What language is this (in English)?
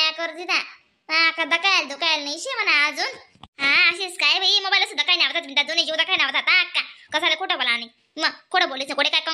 Khandesi